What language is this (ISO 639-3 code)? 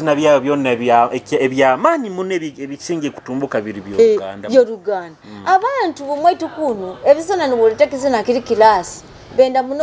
nyo